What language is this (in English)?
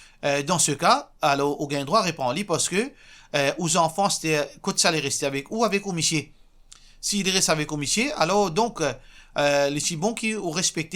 Morisyen